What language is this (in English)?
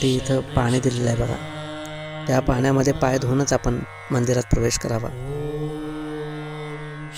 Marathi